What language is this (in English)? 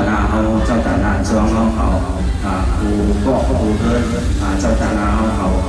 Shan